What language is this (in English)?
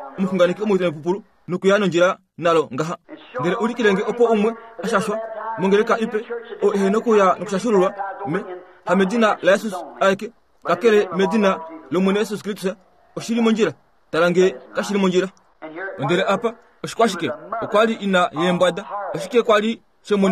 Kuanyama